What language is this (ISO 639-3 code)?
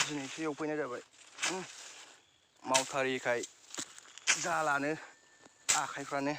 brx